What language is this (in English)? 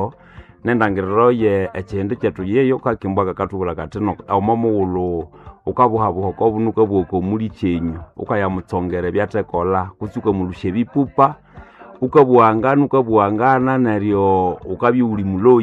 Nande